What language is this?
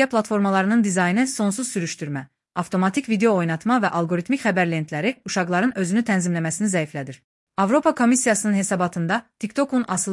Azerbaijani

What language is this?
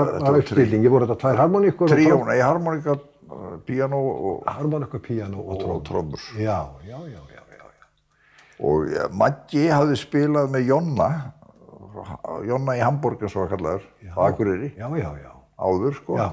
Icelandic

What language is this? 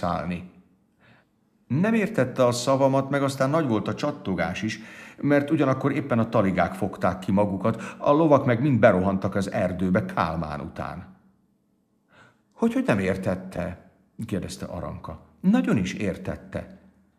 Hungarian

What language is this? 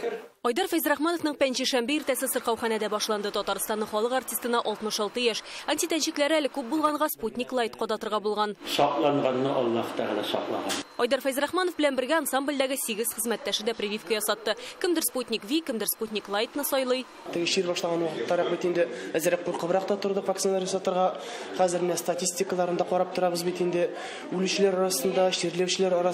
Tatar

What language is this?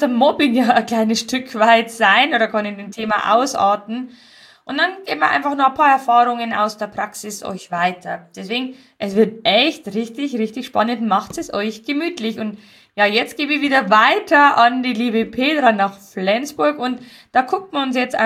German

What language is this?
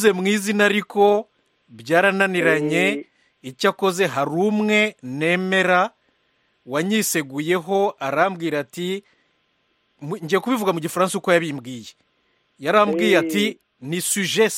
Kinyarwanda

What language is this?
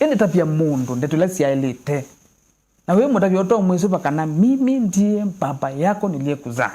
Kamba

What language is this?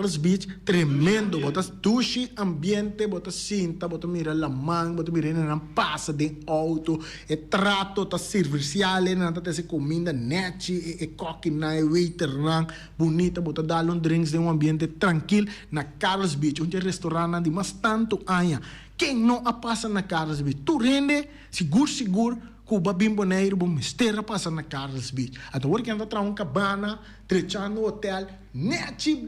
Papiamento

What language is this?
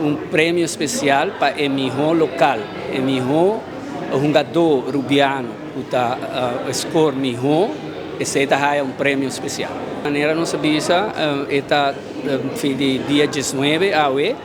Papiamento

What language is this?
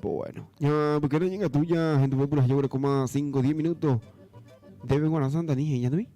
Guarani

